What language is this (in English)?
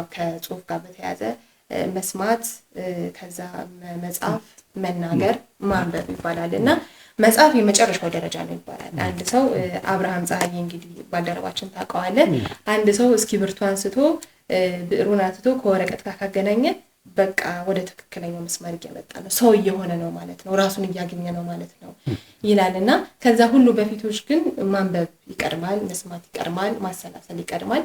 Amharic